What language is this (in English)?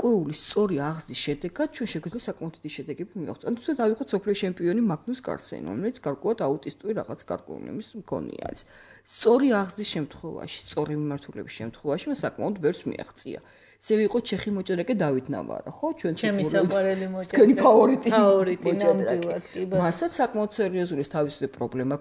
Georgian